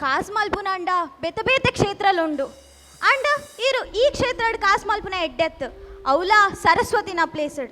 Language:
Tulu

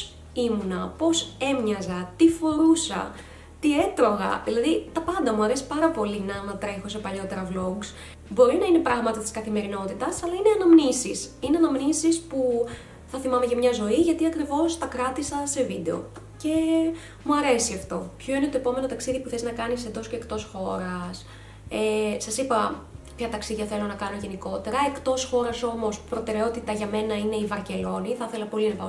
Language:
Greek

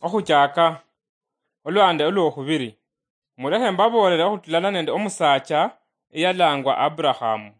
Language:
Luyia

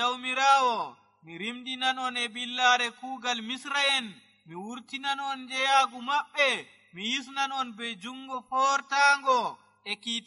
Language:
Nigerian Fulfulde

